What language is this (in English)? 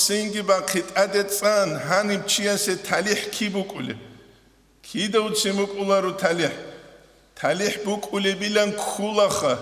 Avaric